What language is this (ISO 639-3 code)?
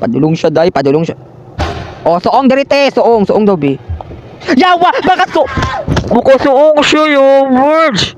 ceb